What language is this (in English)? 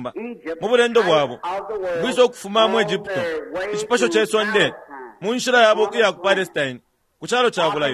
Bemba